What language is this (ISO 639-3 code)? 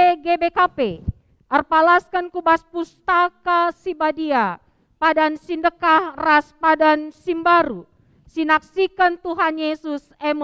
btx